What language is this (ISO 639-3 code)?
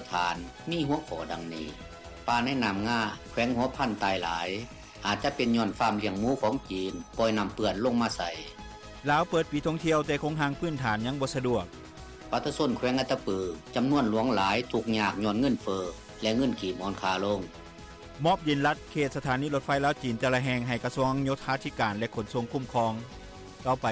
lao